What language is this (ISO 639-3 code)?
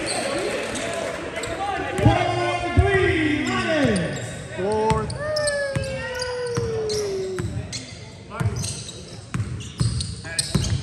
eng